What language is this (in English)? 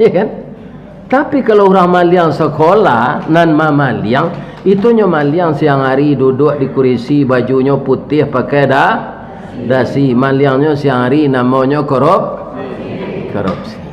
Minangkabau